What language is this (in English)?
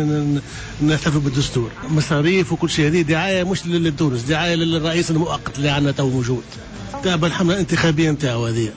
Tunisian Arabic